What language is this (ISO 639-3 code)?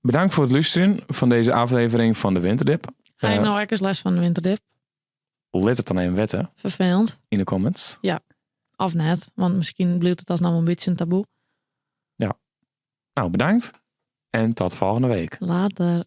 fry